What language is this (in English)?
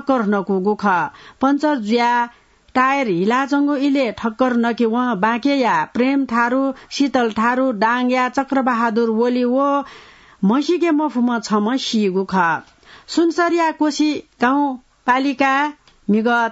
Newari